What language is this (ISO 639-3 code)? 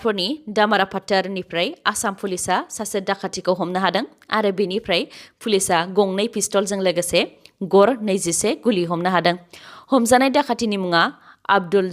brx